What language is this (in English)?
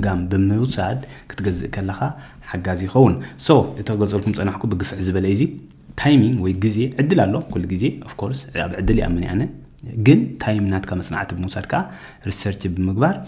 Tigrinya